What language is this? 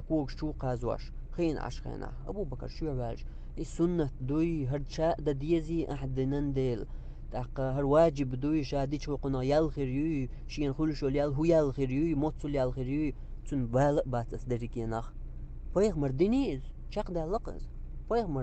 Chechen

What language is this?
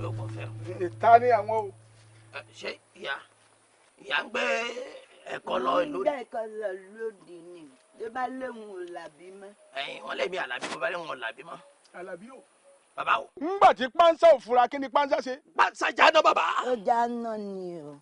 Yoruba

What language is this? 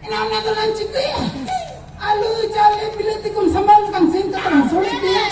Santali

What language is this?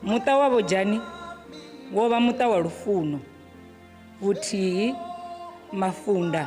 Venda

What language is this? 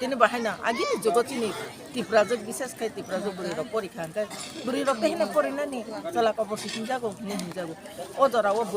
Kok Borok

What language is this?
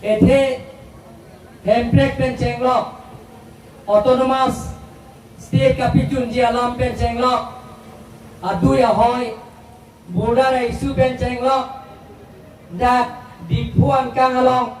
Karbi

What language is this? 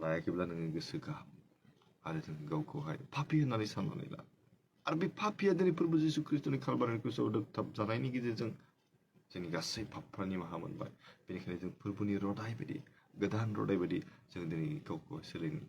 Bodo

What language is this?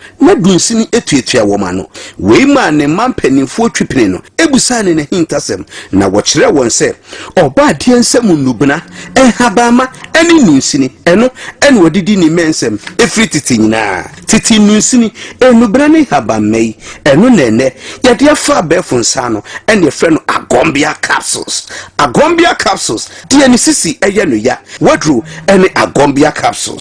Akan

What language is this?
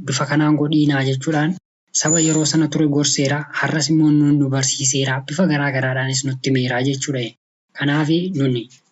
Oromo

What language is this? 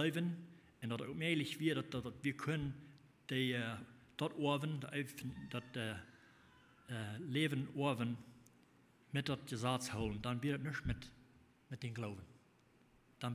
Plautdietsch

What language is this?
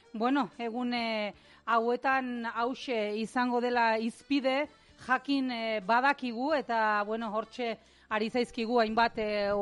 Basque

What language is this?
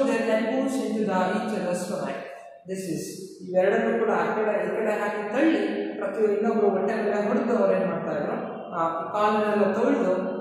Kannada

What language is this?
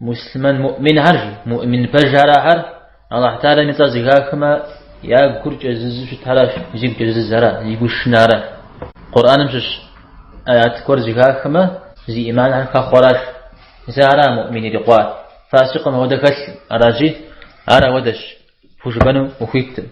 Kabardian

